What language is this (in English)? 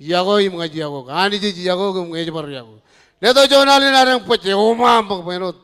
Marshallese